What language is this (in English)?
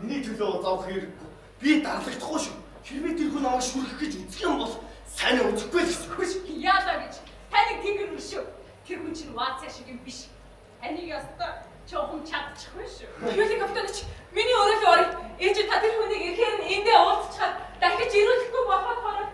Mongolian